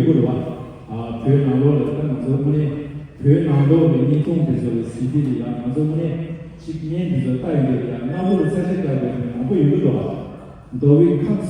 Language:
Tibetan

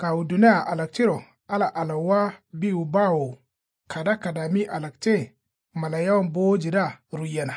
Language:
Kanuri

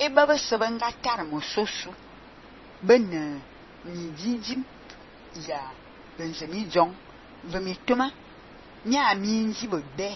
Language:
Fang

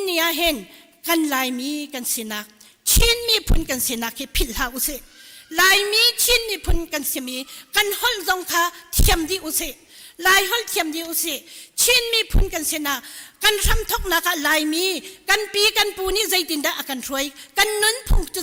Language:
Hakha Chin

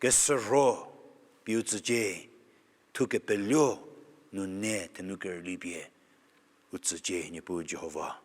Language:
Angami Naga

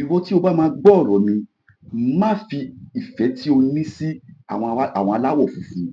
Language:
Yoruba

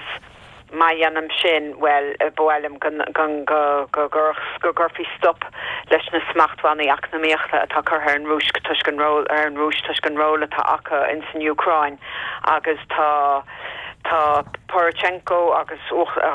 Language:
Irish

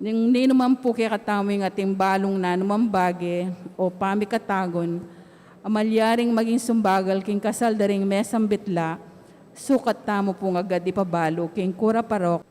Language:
Pampanga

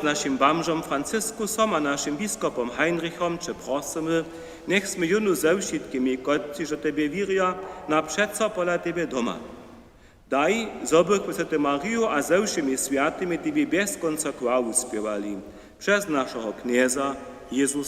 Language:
Upper Sorbian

